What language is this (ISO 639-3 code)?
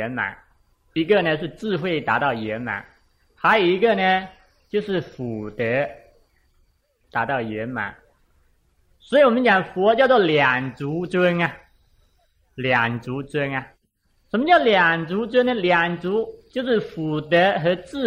zho